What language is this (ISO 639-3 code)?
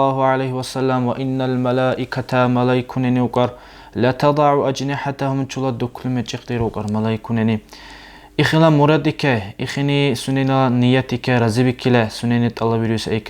dar